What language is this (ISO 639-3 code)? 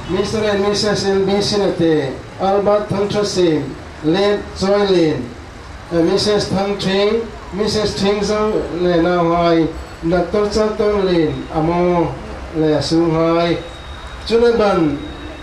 hmr